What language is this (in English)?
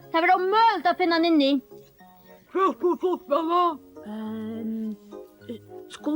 Faroese